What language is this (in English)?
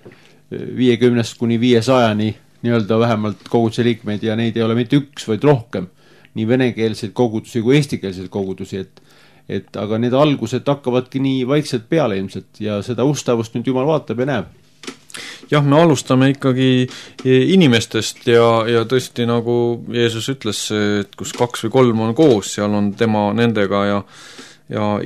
Estonian